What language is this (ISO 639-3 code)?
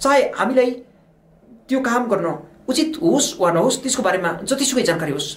nep